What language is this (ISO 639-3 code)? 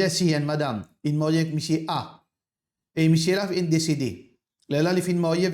mfe